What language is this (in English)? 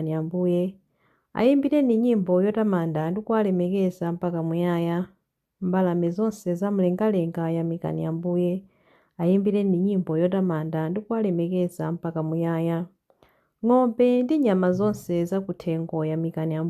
Nyanja